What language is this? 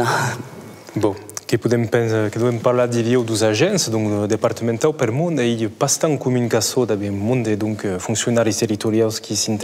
Occitan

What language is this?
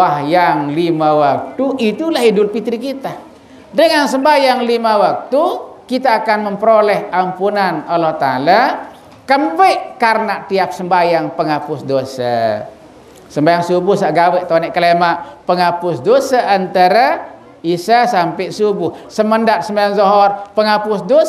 Sasak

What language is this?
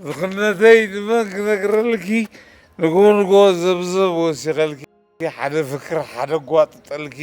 Tigrinya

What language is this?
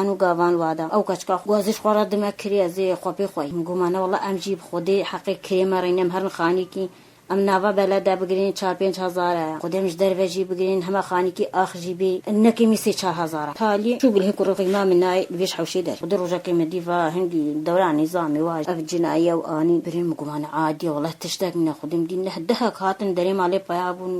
Kurdish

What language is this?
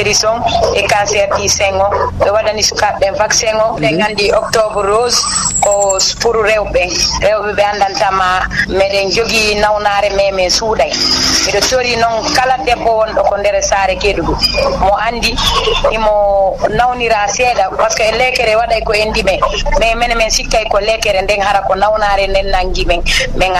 Fula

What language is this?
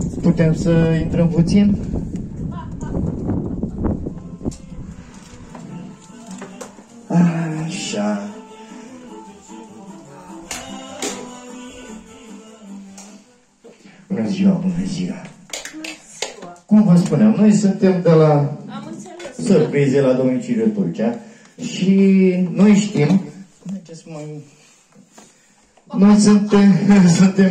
Romanian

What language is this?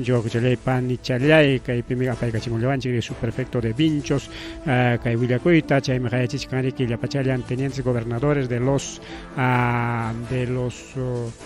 Ayacucho Quechua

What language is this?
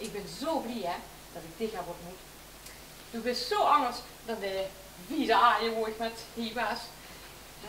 Limburgish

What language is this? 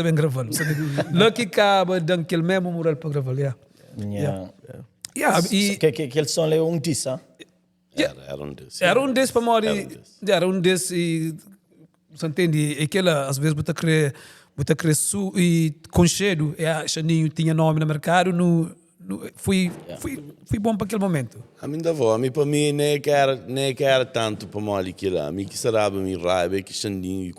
Kabuverdianu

